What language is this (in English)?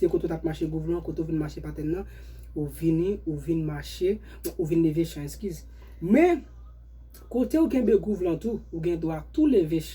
Haitian Creole